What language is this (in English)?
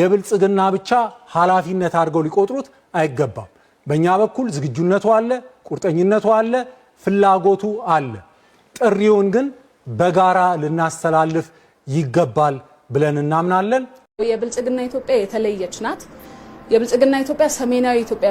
Amharic